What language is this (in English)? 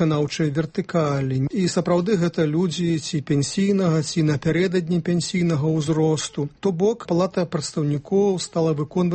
Belarusian